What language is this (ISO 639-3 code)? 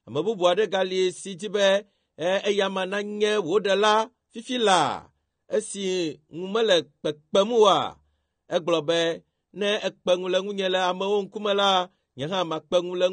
ewe